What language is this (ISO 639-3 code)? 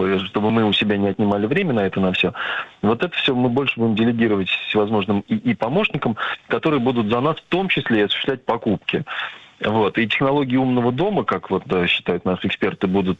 rus